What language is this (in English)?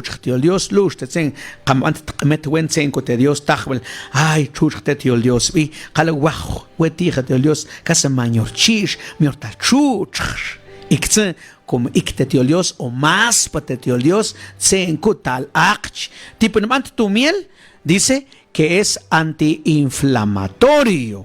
Mam